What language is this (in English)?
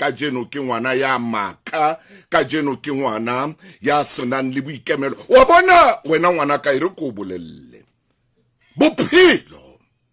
Southern Sotho